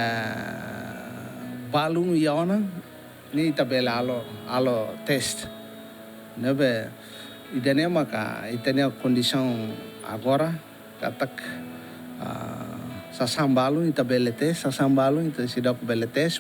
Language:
Tetum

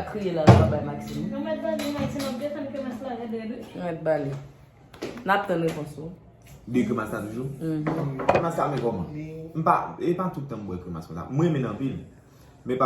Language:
Haitian Creole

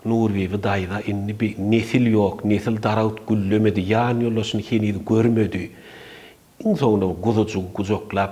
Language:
Turkmen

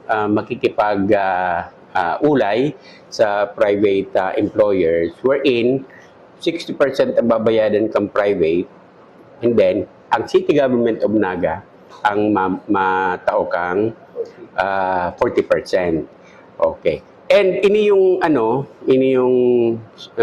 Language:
Bikol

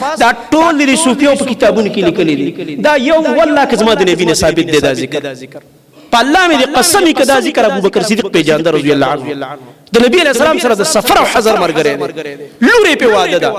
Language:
Pashto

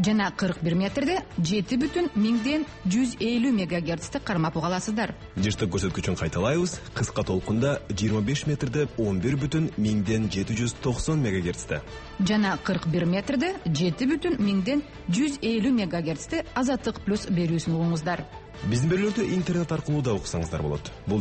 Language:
Kyrgyz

